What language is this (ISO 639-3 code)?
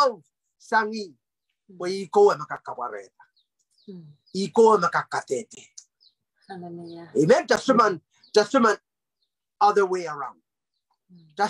pon